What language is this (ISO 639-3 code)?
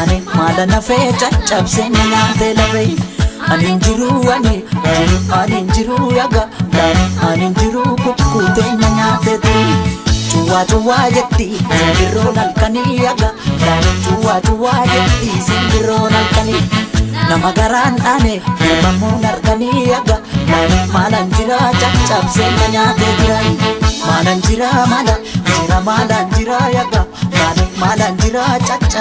orm